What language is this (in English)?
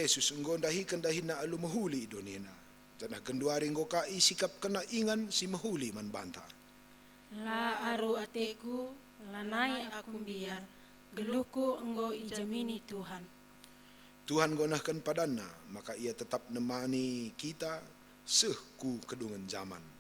Batak Karo